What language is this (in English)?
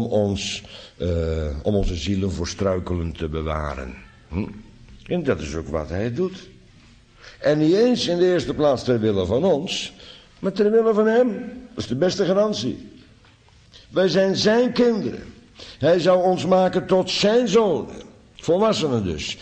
Dutch